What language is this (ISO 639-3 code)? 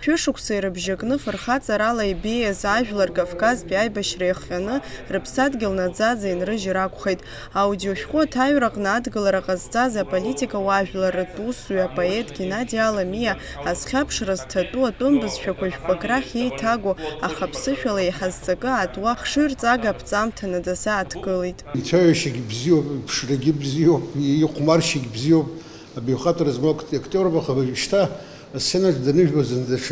abk